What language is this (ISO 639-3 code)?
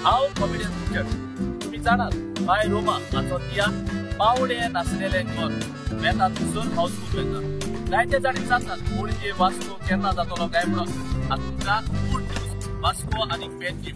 kok